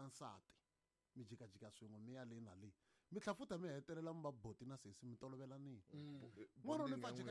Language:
Tsonga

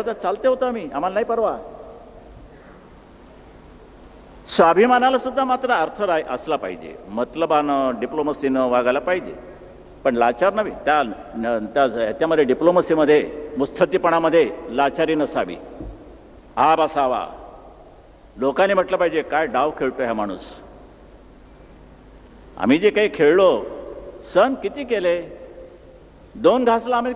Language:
Marathi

